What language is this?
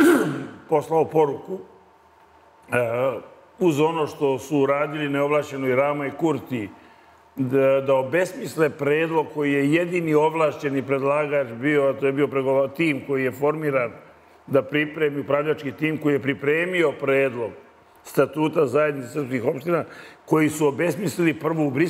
Serbian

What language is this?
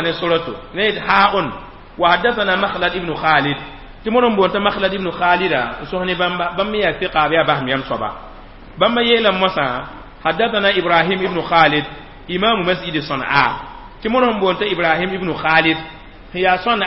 Mossi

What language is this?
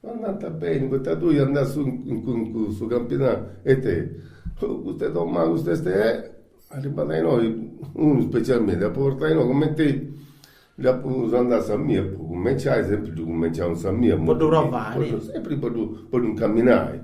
Sardinian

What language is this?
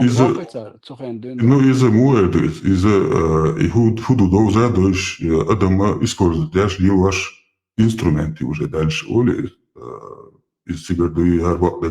Chechen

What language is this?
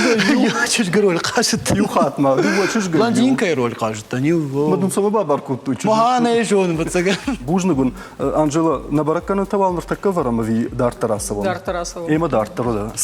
Ossetic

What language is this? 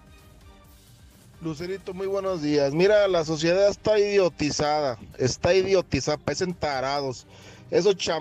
Spanish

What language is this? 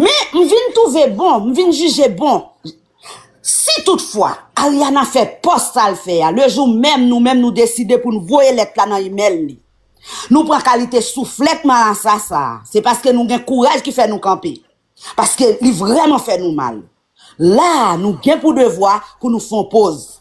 Haitian Creole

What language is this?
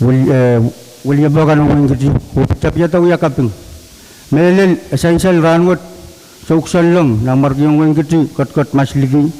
Pohnpeian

